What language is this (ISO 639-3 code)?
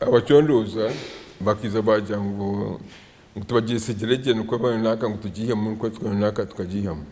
nyn